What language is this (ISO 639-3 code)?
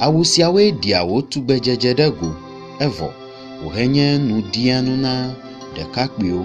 ewe